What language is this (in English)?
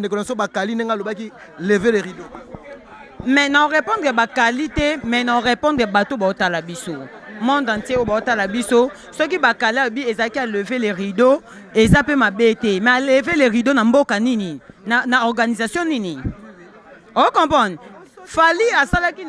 Lingala